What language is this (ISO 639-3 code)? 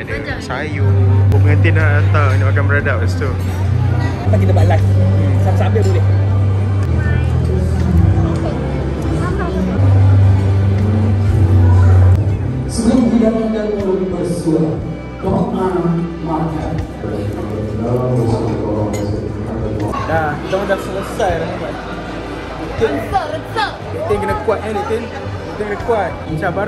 msa